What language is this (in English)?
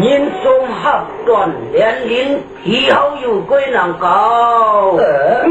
Shan